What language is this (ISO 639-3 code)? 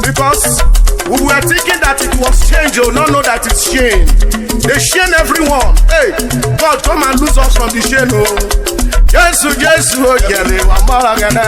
urh